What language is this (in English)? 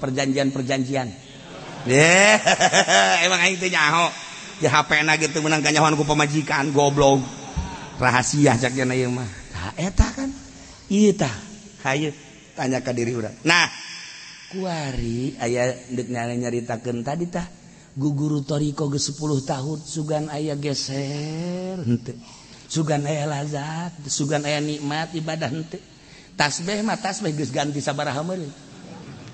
Sundanese